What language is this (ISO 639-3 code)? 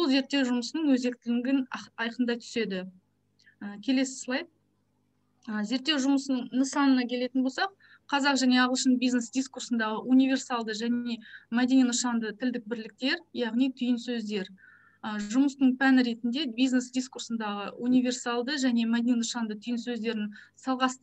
kaz